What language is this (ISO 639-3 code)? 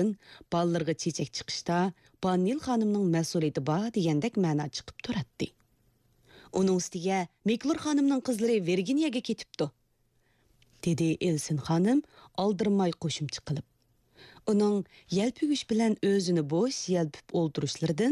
uig